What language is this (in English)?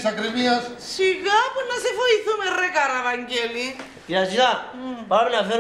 Greek